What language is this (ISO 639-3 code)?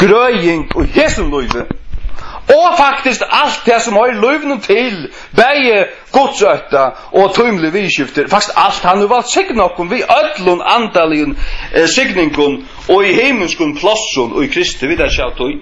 fao